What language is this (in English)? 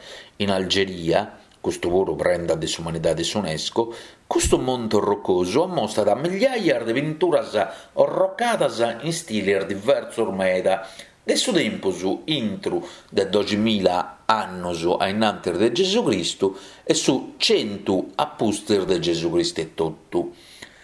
Sardinian